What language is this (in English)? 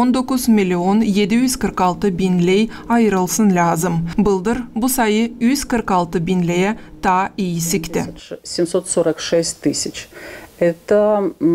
Gagauz